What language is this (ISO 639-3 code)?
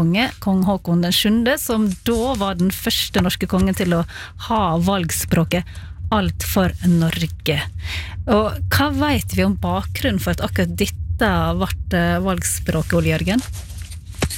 nor